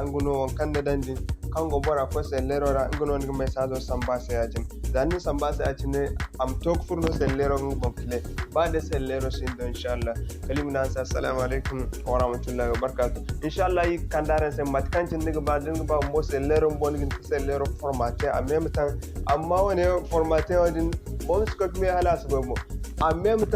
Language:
Zarma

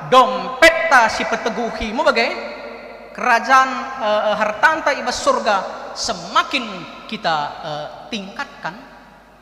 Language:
Batak Karo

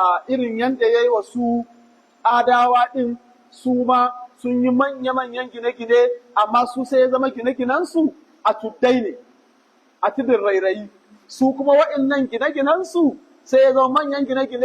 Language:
Hausa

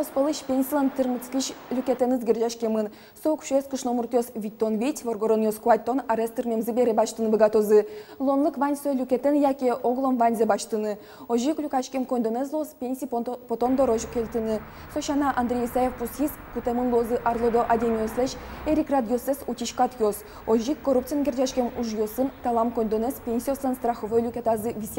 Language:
Udmurt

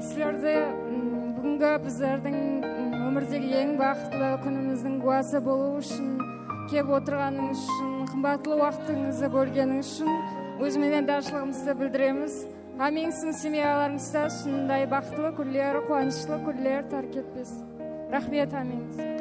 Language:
Kara-Kalpak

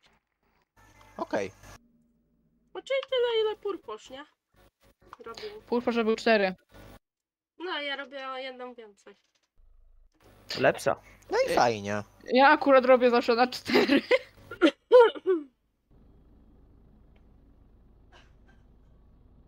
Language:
Polish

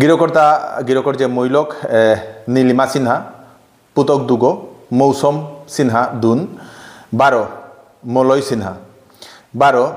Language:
Bishnupriya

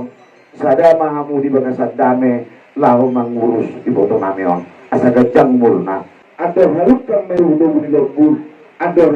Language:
Batak Toba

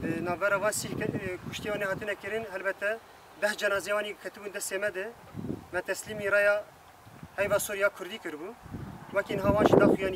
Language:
Kurdish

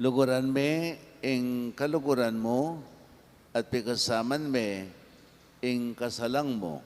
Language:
Pampanga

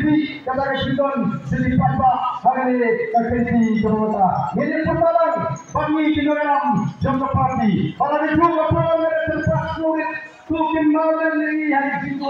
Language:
Khasi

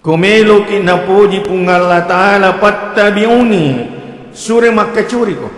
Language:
Buginese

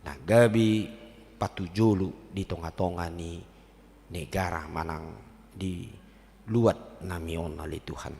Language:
Batak Toba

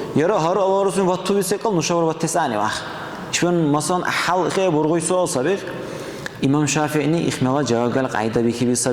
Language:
Dargwa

